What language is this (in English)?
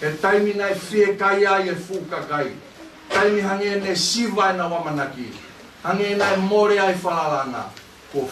Tongan